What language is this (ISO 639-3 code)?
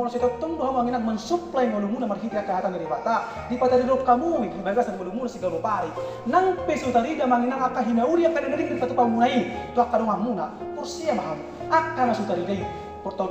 bbc